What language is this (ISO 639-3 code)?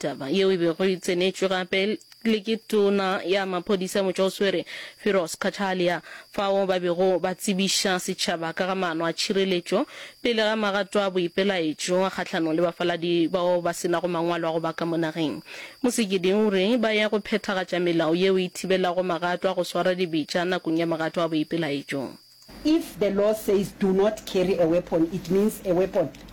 nso